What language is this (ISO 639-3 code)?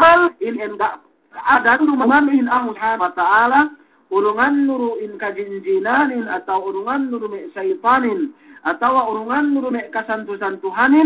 yka